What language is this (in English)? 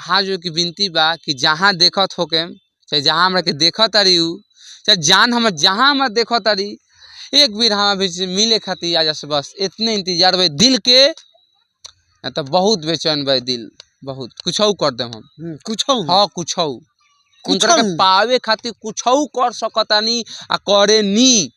Bhojpuri